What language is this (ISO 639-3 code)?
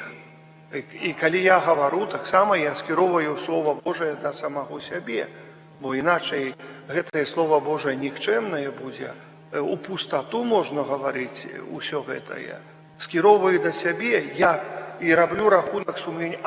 bel